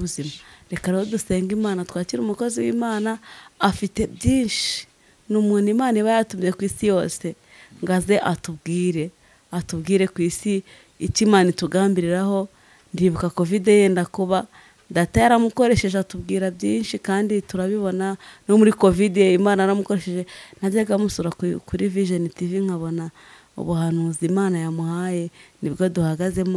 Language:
Kinyarwanda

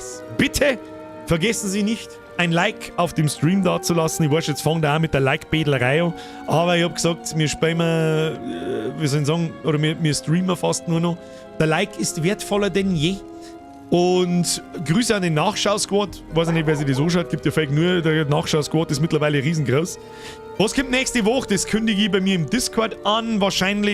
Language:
Bavarian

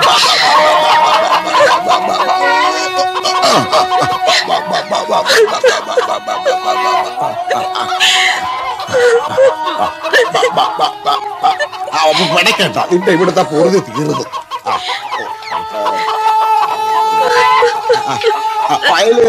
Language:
Malayalam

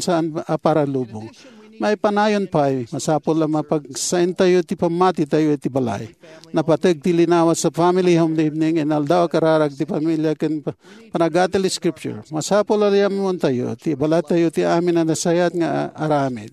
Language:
Iloko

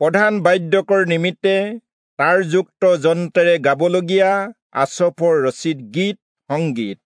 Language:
Assamese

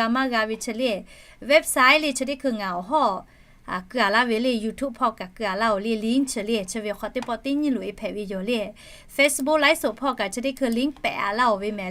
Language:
Lahu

